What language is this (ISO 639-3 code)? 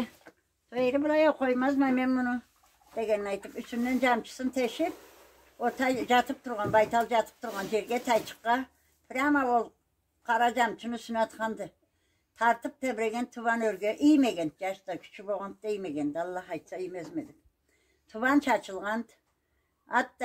krc